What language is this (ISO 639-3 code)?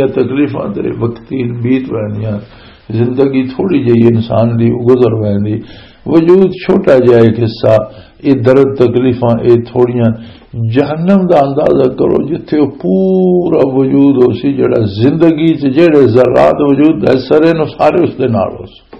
lah